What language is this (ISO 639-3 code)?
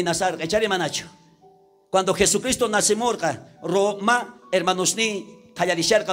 quh